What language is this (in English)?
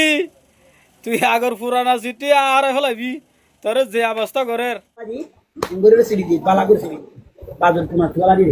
Rohingya